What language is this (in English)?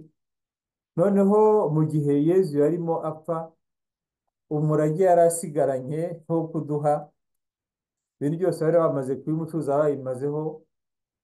Kinyarwanda